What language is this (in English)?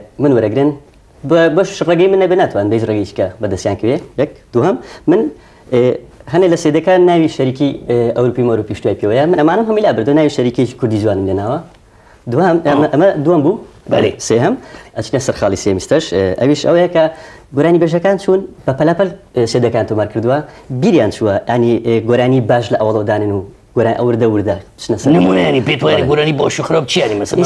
Kurdish